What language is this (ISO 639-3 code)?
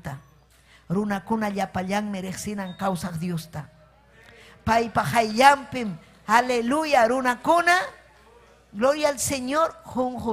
quy